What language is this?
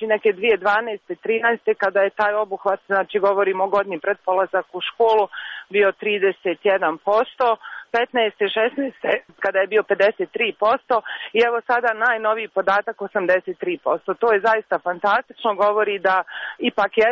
Croatian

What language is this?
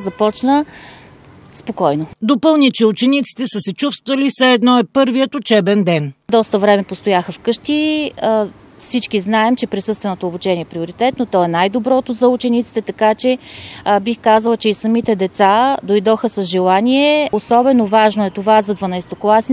Bulgarian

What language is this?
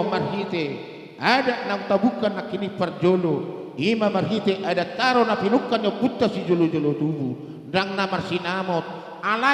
Batak Karo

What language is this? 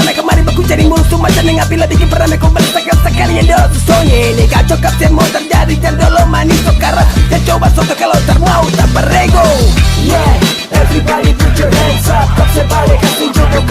Ambonese Malay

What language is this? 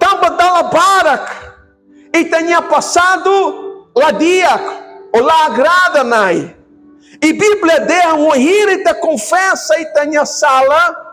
Tetum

